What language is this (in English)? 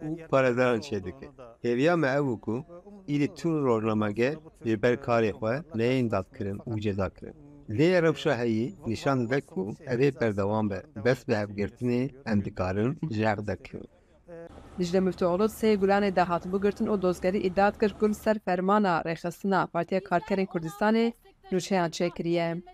Kurdish